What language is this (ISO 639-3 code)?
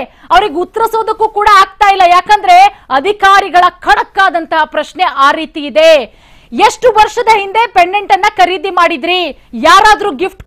kan